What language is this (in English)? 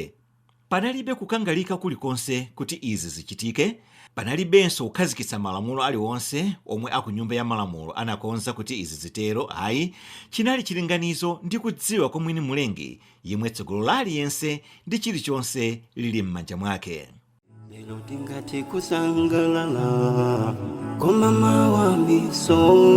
Nyanja